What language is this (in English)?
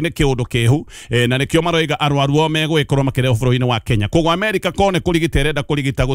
Kikuyu